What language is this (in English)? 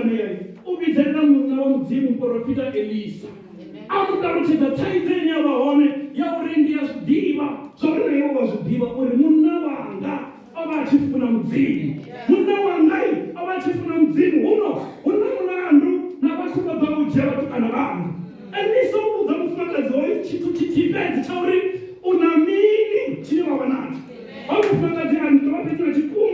Venda